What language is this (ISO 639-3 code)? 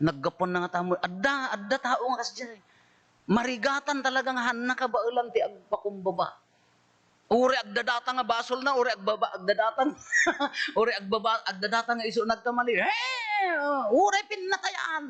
ilo